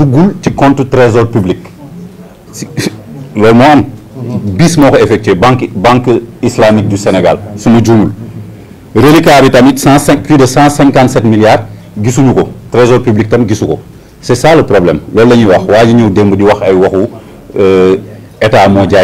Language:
Wolof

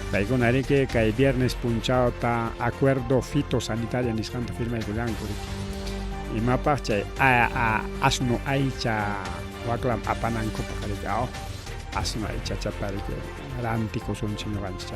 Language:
Ayacucho Quechua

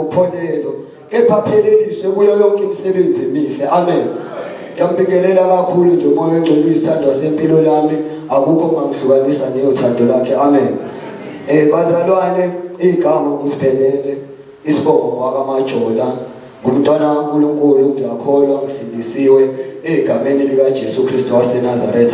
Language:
Zulu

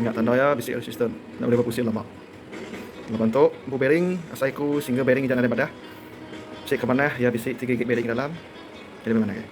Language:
Iban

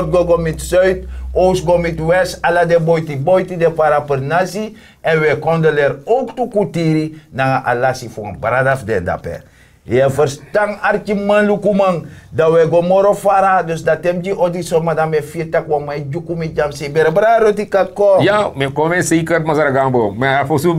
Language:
Sranan Tongo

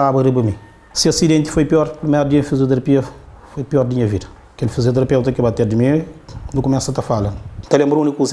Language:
Kabuverdianu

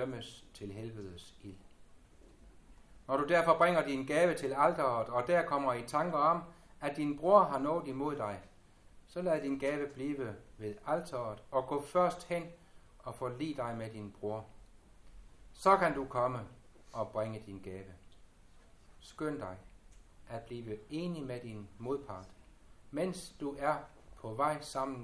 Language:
Danish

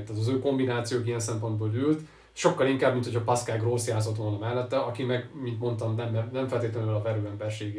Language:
Hungarian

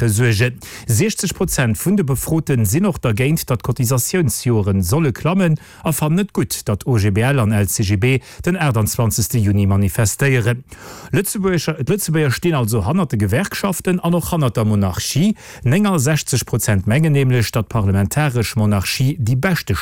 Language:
Luxembourgish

